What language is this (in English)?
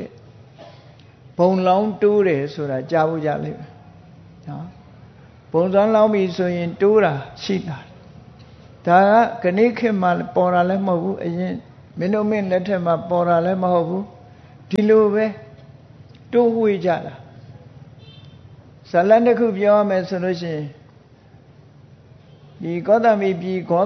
Burmese